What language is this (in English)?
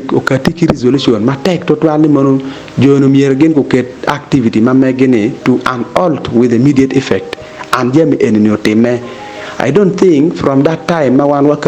Acoli